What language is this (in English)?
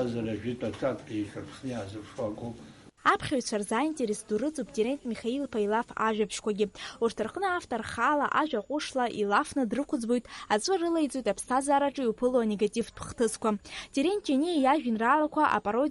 Abkhazian